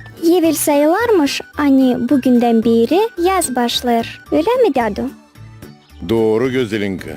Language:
Gagauz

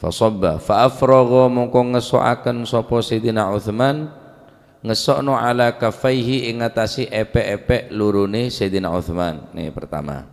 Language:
Madurese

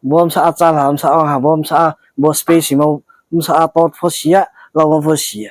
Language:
Riang (India)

